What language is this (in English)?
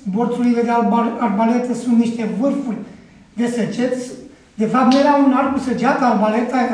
Romanian